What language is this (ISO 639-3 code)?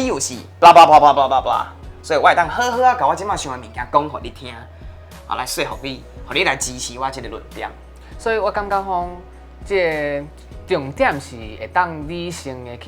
nan